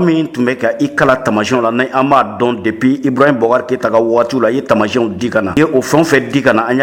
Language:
Bambara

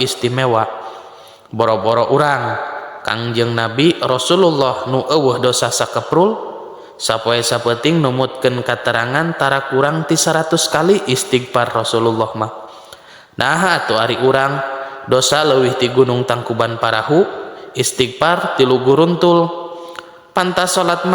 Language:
Sundanese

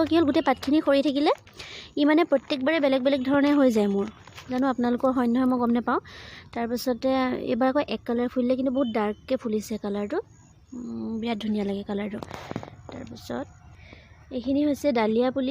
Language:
Assamese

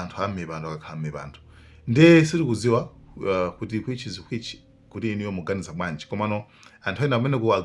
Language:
Nyanja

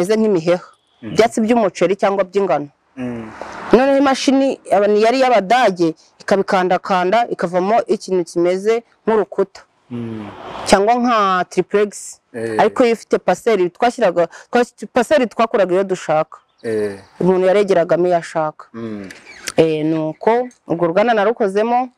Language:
Kinyarwanda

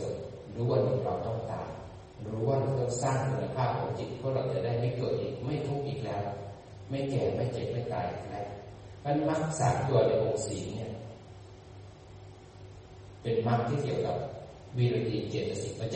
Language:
Thai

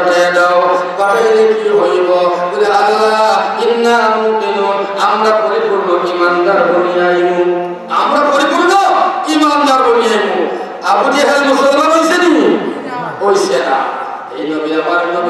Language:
Sylheti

